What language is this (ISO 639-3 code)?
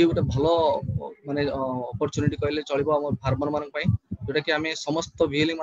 ori